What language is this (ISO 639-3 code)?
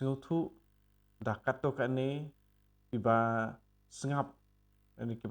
kha